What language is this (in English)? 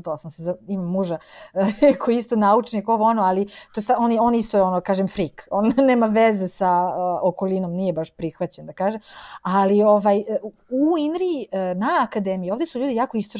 Serbian